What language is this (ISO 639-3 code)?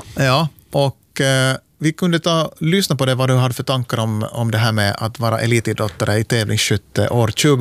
swe